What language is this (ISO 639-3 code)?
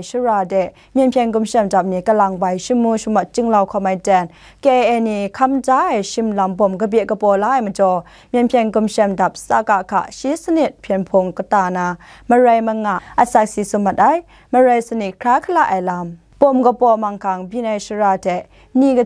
kac